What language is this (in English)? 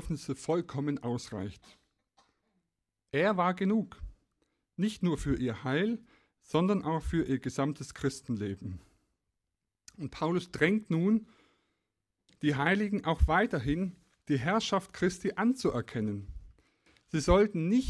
German